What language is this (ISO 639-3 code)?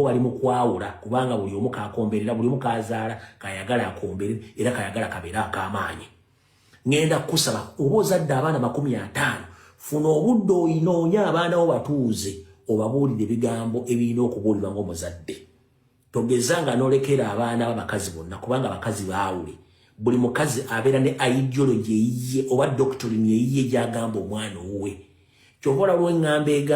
lug